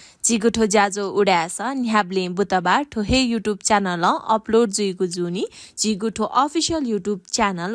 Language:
Newari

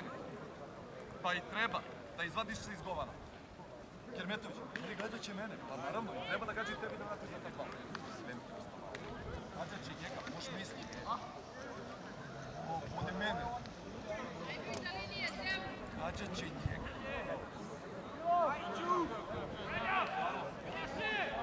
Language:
Croatian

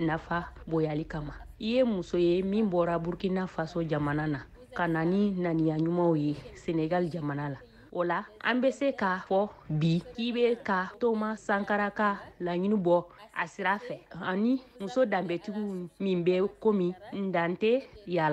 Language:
Bambara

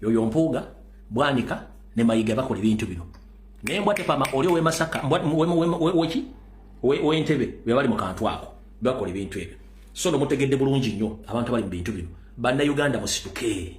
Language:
Ganda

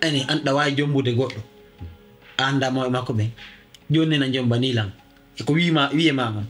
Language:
Pular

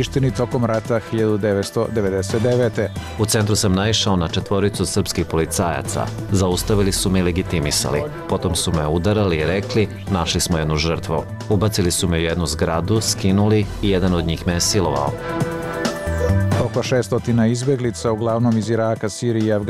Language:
Bosnian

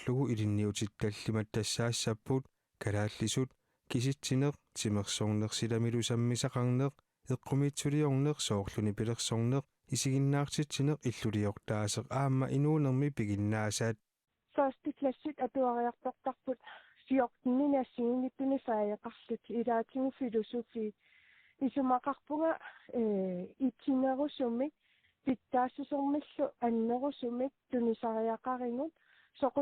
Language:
Kalaallisut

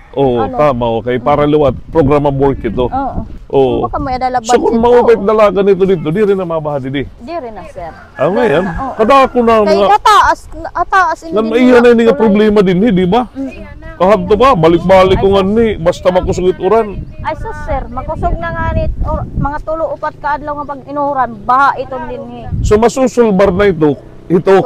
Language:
Waray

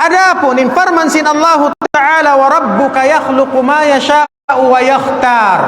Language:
Tausug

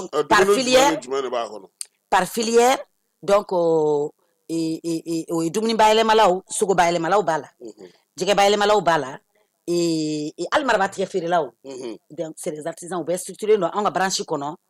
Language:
Bambara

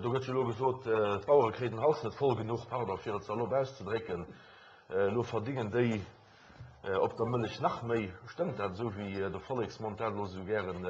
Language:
Luxembourgish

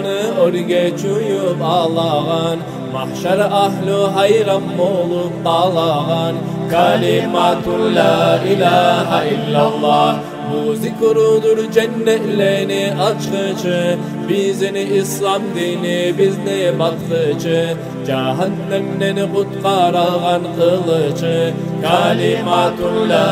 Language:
Kumyk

